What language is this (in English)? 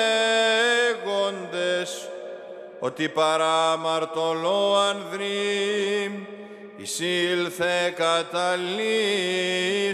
Greek